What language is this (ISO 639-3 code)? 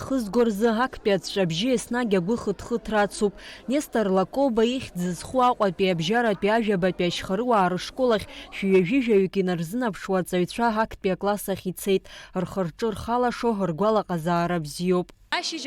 abk